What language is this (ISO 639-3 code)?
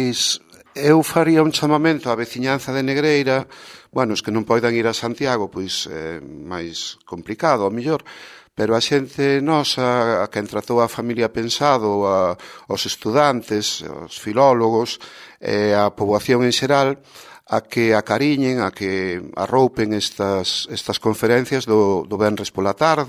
glg